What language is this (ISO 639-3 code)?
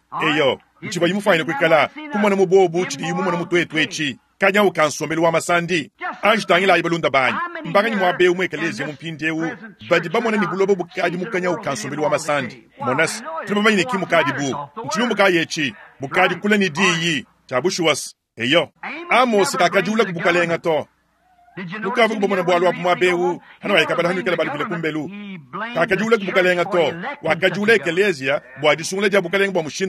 lua